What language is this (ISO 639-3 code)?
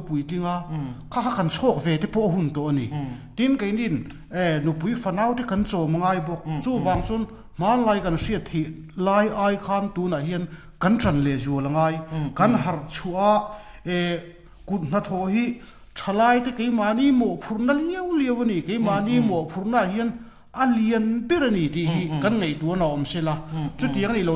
lus